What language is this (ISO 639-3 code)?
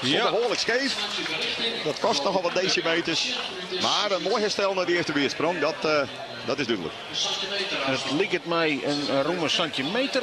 fry